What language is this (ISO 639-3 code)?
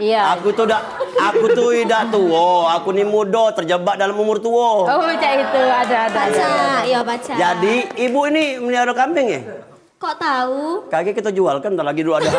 mui